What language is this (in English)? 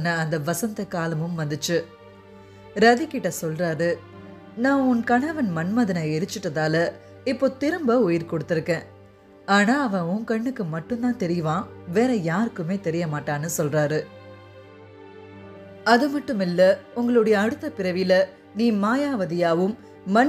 Tamil